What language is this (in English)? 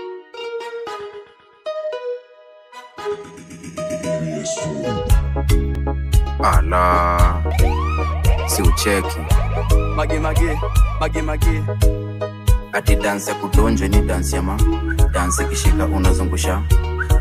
Swahili